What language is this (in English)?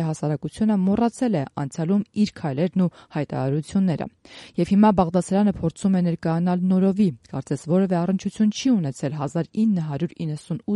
Armenian